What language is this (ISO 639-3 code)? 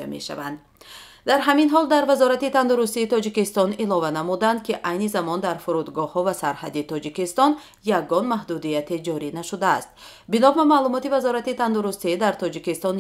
tgk